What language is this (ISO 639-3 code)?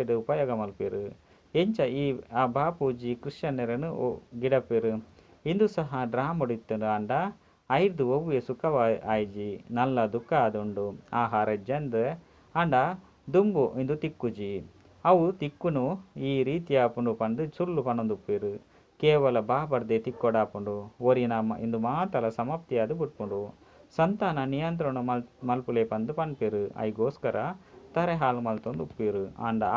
tcy